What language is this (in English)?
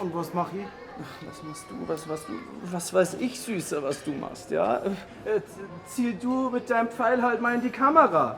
Bavarian